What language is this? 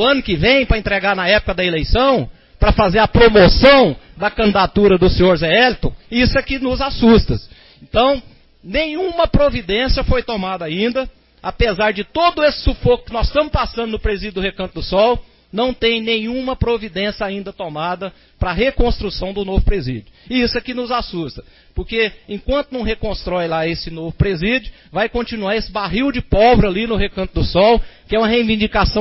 Portuguese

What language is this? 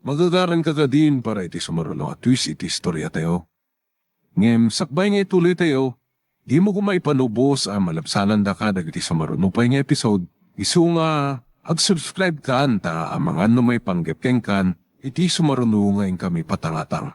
Iloko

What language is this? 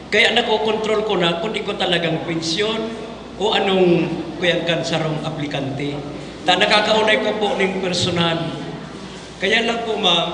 Bikol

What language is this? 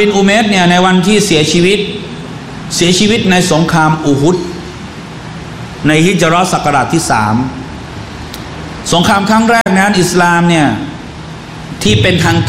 Thai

